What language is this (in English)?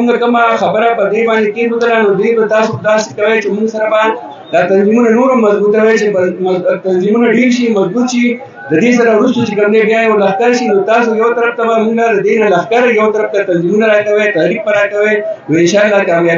Pashto